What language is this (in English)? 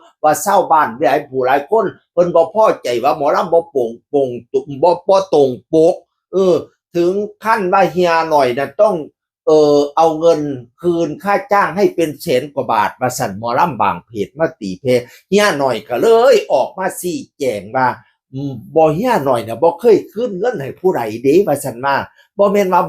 Northeastern Thai